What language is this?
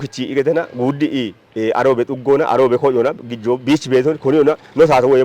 Kafa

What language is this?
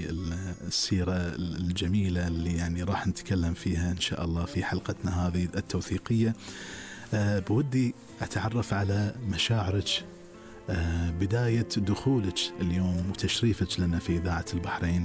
Gulf Arabic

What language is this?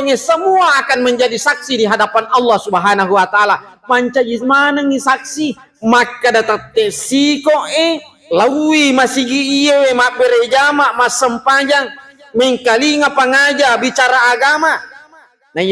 Buginese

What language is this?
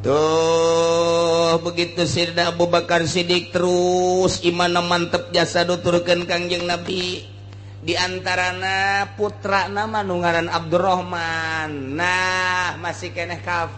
Sundanese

